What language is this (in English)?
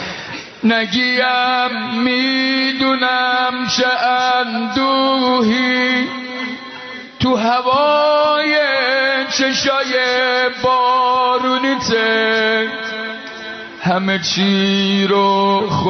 Persian